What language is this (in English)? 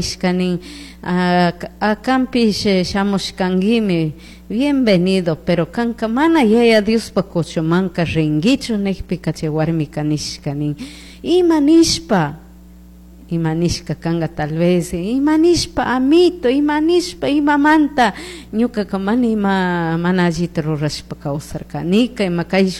Chimborazo Highland Quichua